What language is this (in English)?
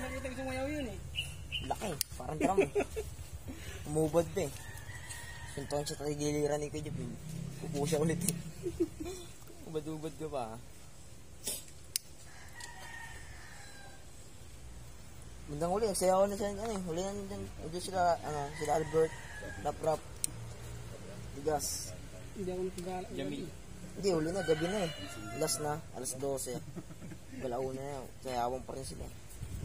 Filipino